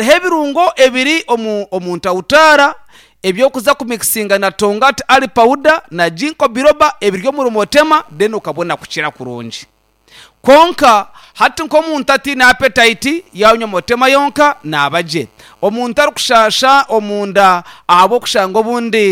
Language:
Nyankole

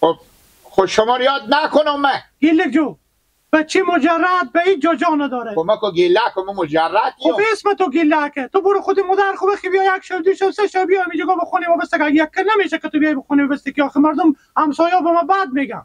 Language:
Persian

